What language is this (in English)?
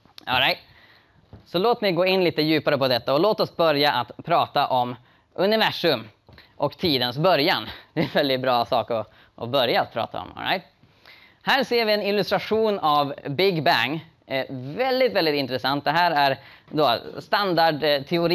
Swedish